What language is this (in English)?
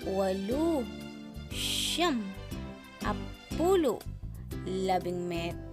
Pampanga